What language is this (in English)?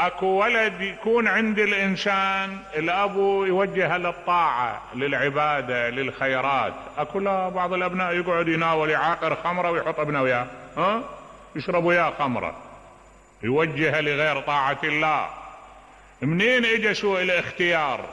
Mesopotamian Arabic